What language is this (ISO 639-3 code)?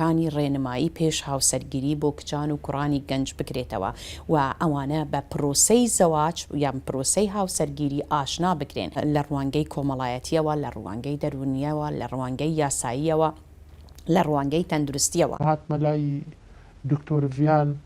ckb